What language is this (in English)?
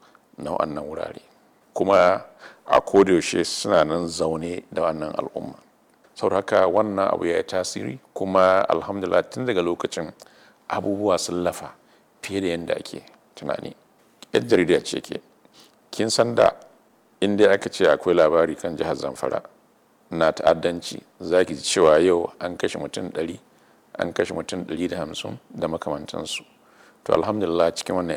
Hausa